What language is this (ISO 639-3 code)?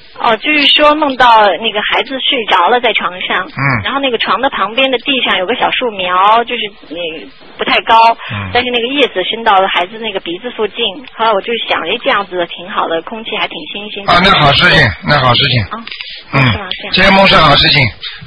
zho